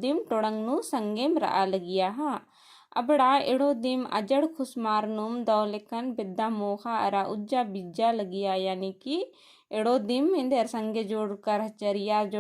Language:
Kurukh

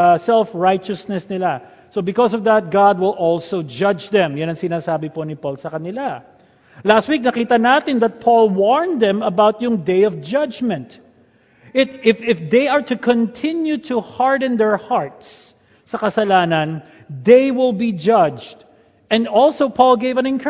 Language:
Filipino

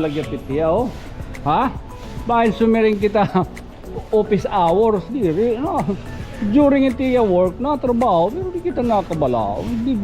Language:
Waray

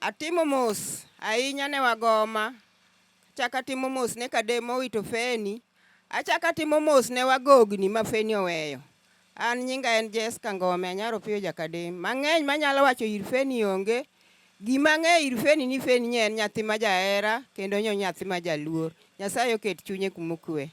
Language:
Luo (Kenya and Tanzania)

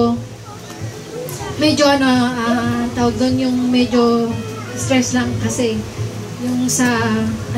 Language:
Filipino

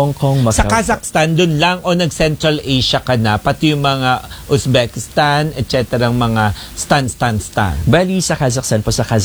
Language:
Filipino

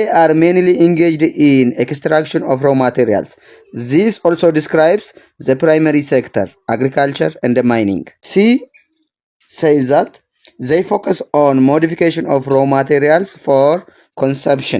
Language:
English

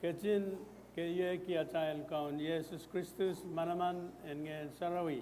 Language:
Pohnpeian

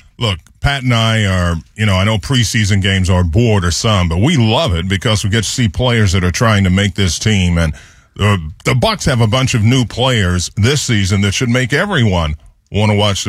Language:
English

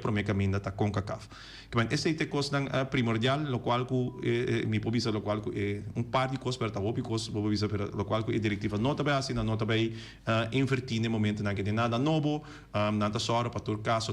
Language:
Papiamento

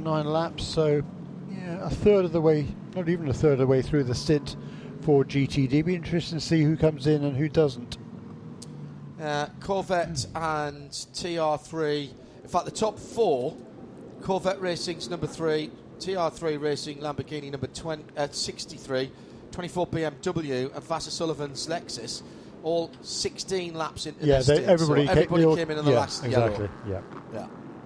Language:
English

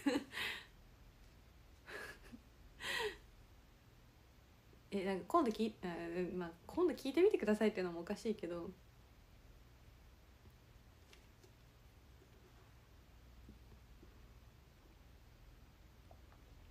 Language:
Japanese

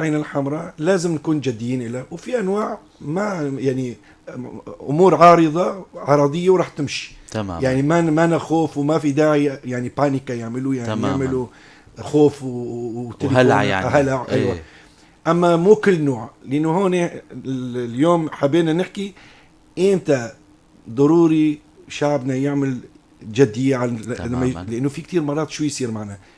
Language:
North Levantine Arabic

